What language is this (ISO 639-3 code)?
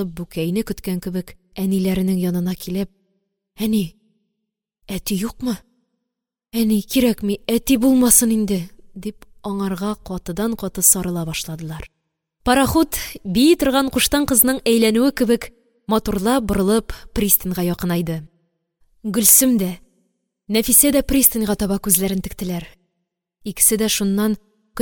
tat